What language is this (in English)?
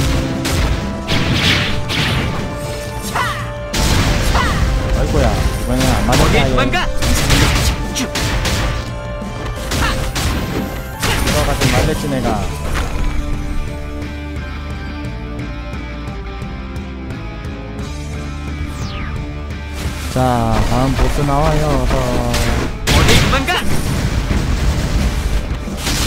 Korean